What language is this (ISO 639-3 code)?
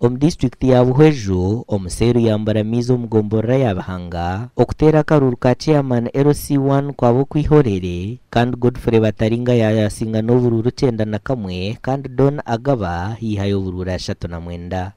nyn